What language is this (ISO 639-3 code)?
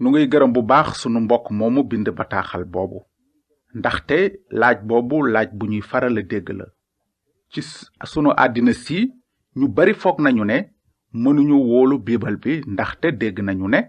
wol